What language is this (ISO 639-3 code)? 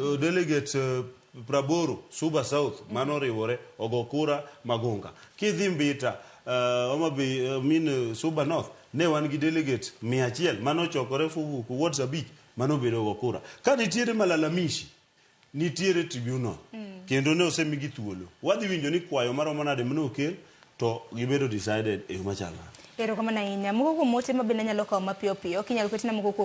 luo